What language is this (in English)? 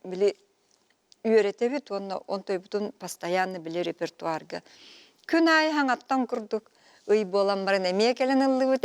Yakut